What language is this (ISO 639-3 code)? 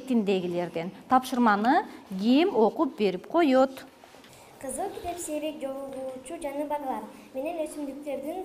kir